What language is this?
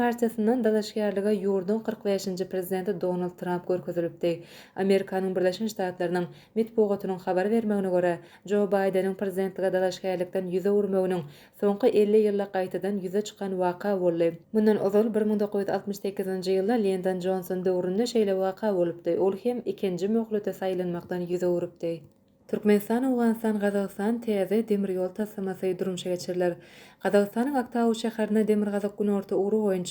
Turkmen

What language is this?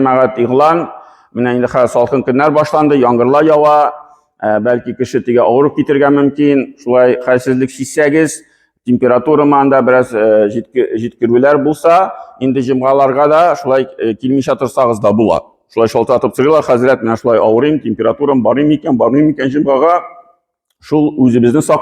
Tatar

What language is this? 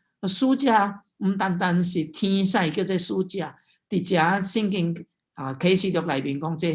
Min Nan Chinese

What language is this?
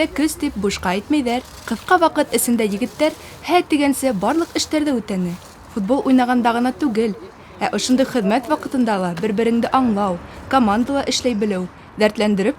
Bashkir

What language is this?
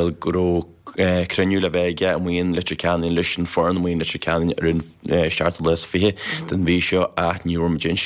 Irish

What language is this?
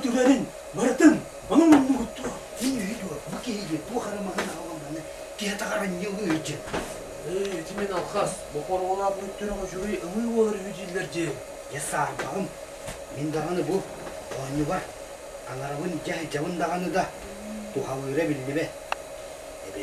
Yakut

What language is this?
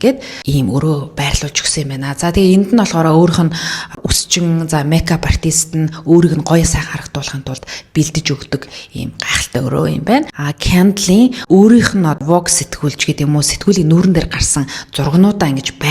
Mongolian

